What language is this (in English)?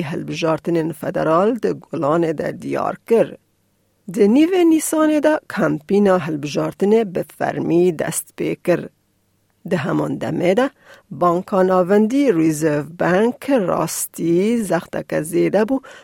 Kurdish